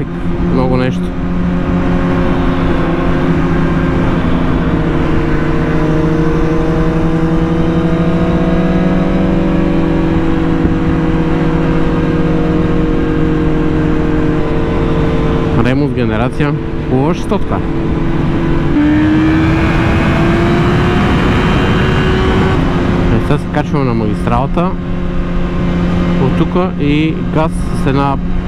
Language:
Bulgarian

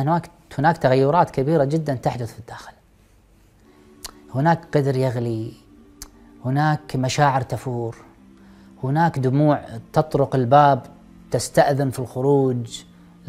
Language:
Arabic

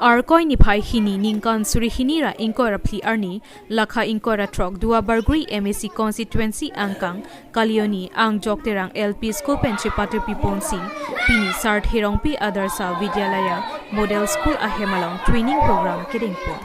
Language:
Karbi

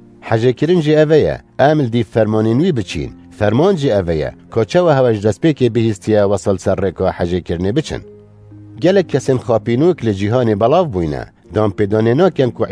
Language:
Kurdish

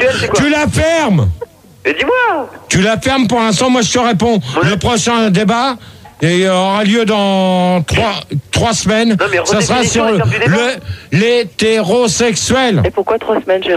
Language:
French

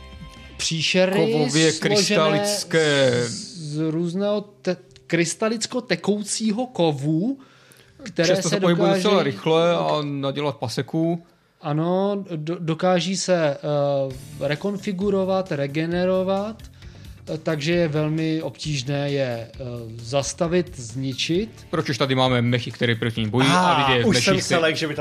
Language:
Czech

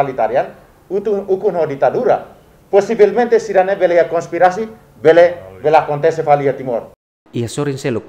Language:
Tetum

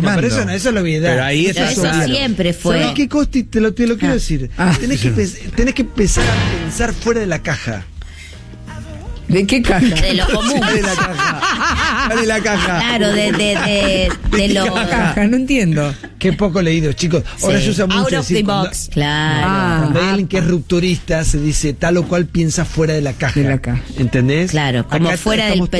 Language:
Spanish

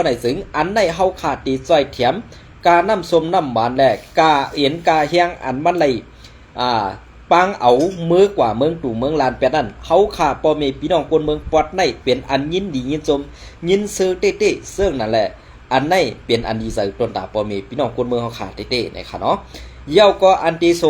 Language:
Shan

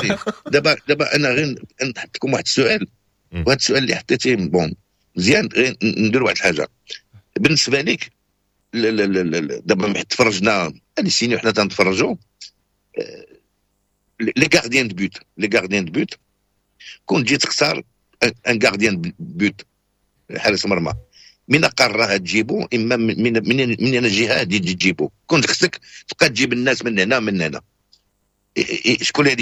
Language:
Moroccan Arabic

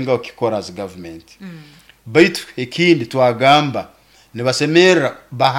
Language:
Nyoro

